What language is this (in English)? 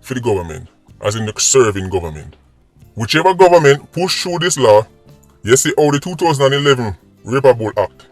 Jamaican Creole English